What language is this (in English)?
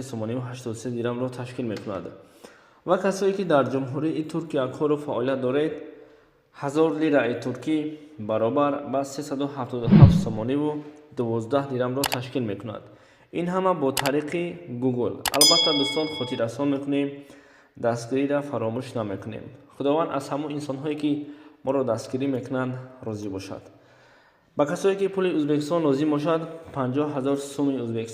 Tajik